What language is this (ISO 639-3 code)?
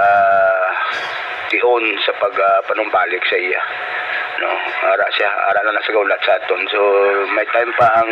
hil